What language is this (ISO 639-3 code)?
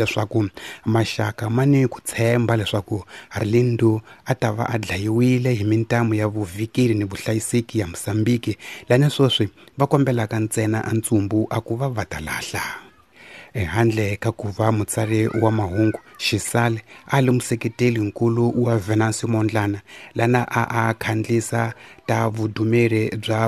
tso